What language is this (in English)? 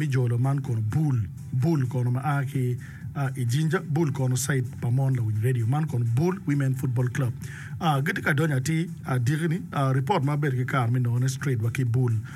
Acoli